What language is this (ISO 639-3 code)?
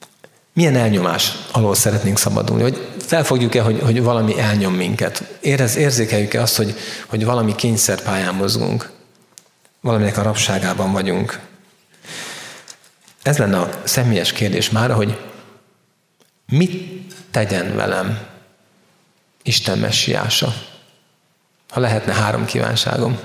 hun